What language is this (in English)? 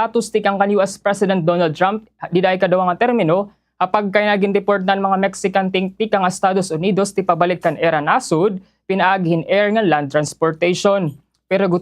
Waray